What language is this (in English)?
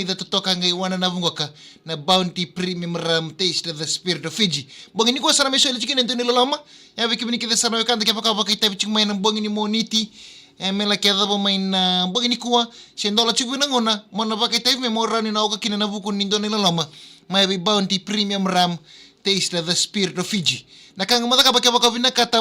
Fijian